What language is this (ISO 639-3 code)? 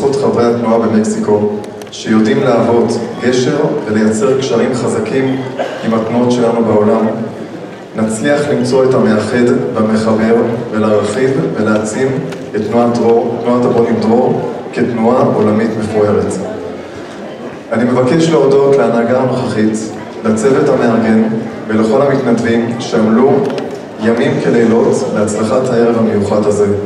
heb